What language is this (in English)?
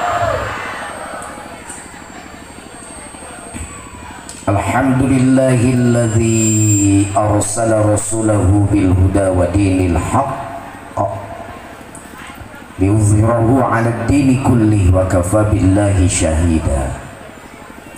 Sundanese